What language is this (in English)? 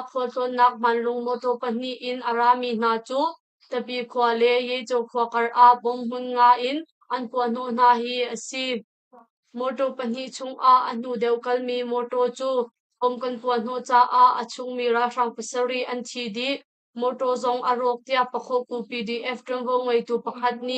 Hakha Chin